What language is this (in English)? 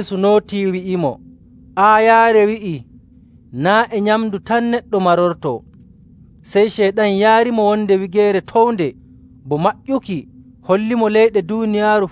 Nigerian Fulfulde